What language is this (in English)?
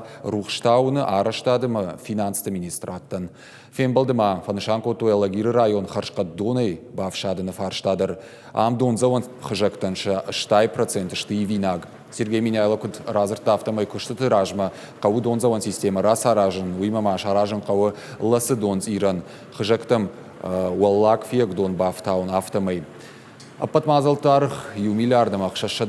Ossetic